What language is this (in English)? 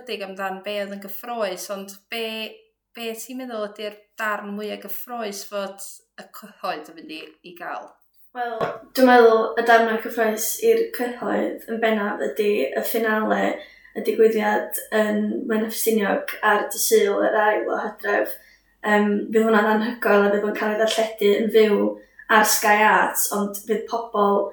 Welsh